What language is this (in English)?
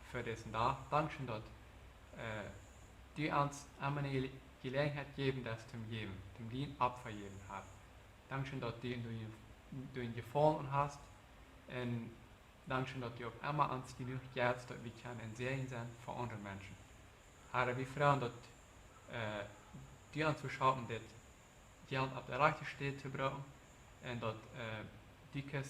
Plautdietsch